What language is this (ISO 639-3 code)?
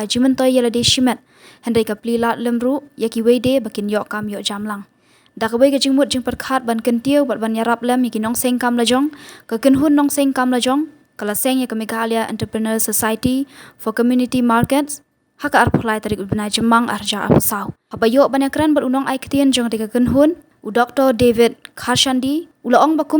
kha